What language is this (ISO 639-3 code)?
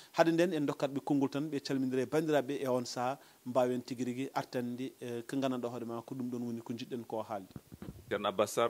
ful